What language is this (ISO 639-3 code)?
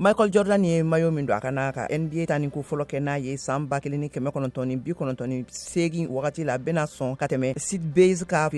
bam